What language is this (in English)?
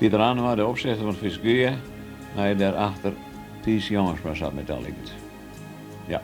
Western Frisian